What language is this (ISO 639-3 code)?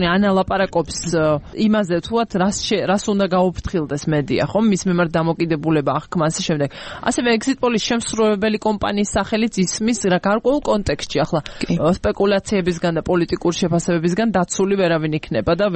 kat